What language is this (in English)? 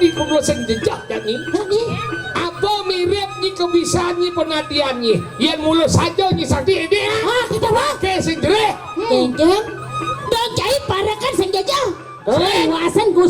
Balinese